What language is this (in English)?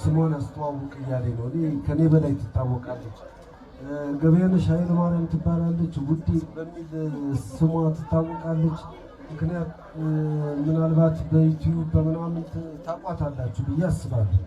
Amharic